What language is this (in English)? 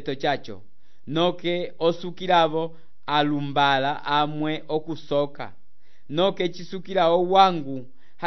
Umbundu